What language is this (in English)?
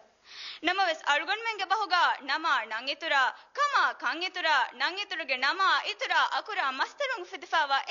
Divehi